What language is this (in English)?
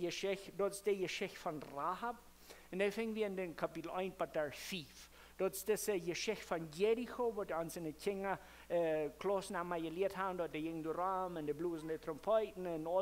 Plautdietsch